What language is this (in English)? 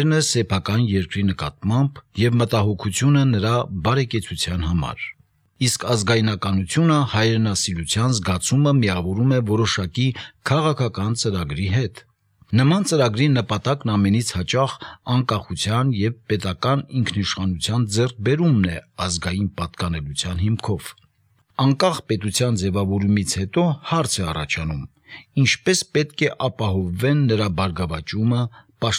Armenian